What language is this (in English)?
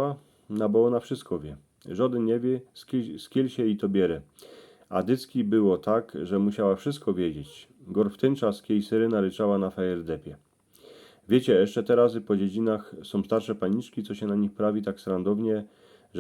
Silesian